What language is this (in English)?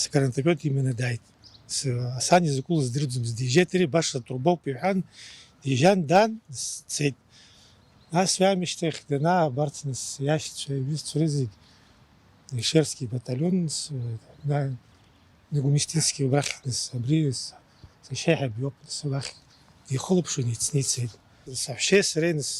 Abkhazian